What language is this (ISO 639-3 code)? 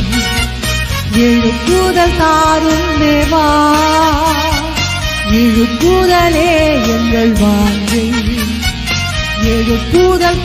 tam